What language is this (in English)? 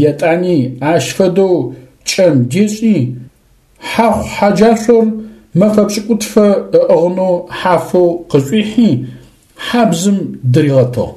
Adyghe